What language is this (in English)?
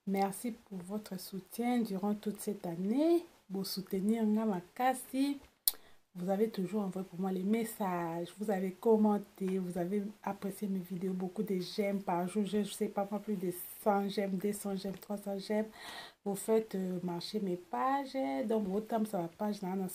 Lingala